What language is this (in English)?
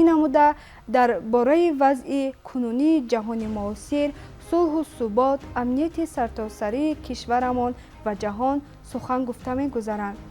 Tajik